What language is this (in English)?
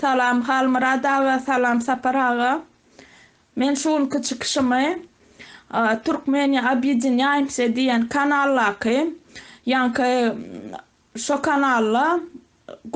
Turkmen